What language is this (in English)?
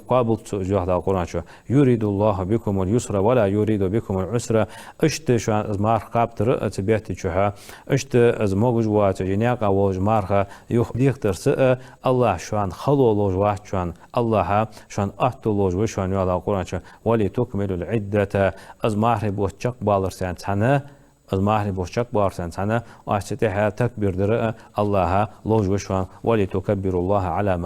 Ingush